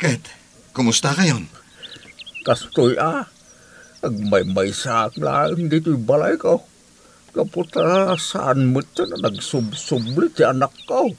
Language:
Iloko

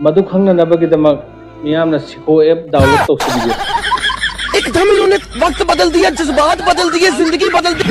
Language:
Manipuri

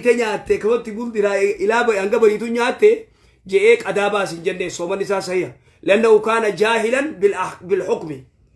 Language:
Oromo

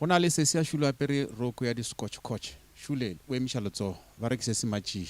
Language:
Northern Sotho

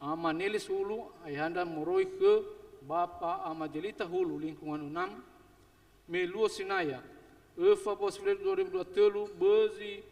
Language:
Nias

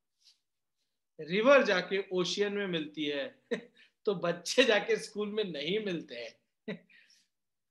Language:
Hindi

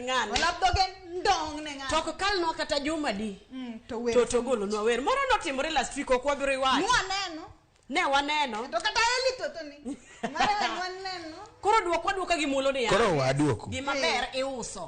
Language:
Luo (Kenya and Tanzania)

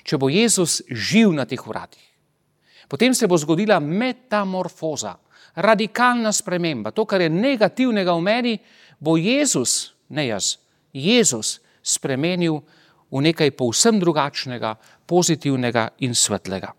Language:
Slovenian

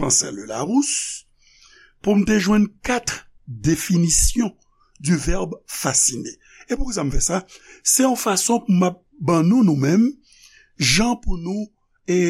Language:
Haitian Creole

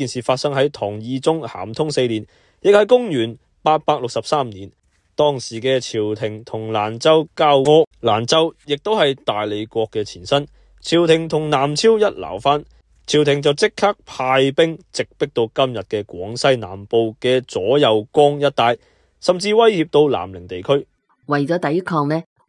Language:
Cantonese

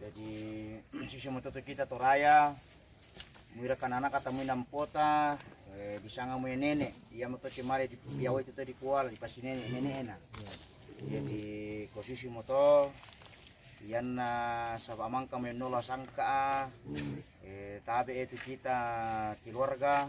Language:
Toraja-Sa'dan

